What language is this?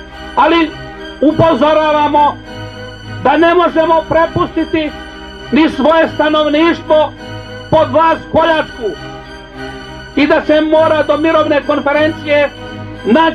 Serbian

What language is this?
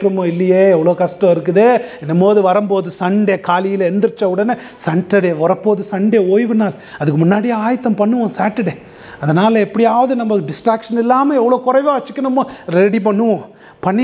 Tamil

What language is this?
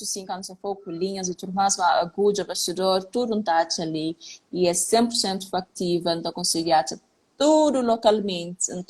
Kabuverdianu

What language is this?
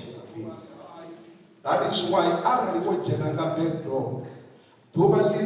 Venda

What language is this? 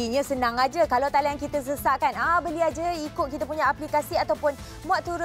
Malay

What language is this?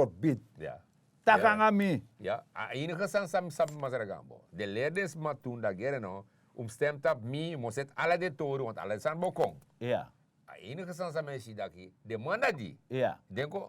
Sranan Tongo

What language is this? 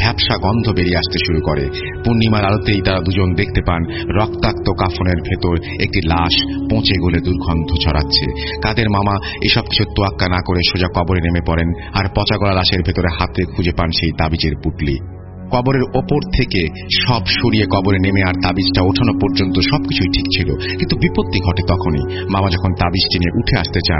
Bangla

